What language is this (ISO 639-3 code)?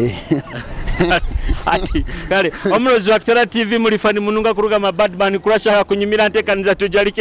nyo